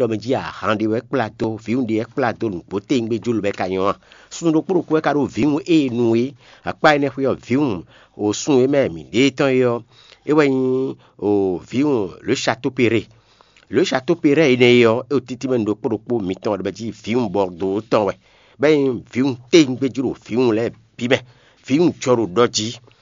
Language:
Fon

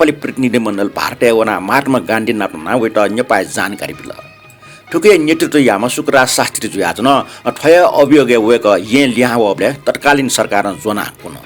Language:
Newari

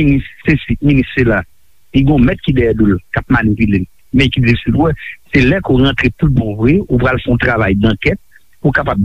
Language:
Haitian Creole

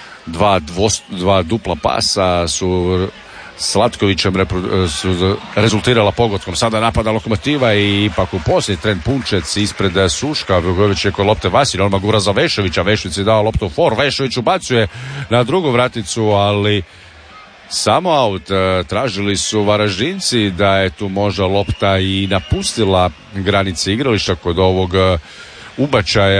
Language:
Croatian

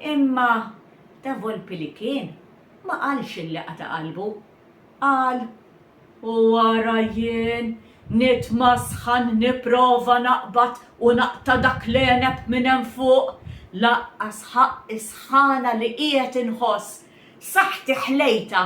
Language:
Maltese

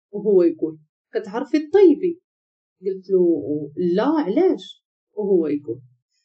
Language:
Moroccan Arabic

